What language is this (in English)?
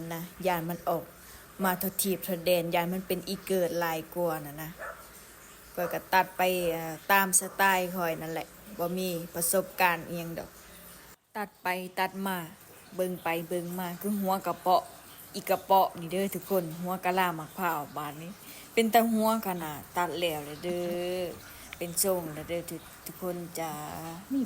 Lao